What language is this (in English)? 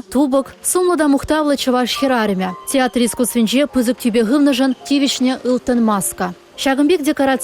Chuvash